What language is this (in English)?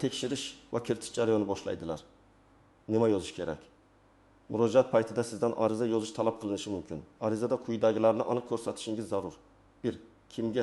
Uzbek